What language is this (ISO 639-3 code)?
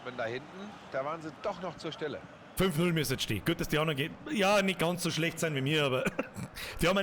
bar